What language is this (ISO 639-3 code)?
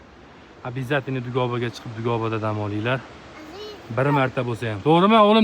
uzb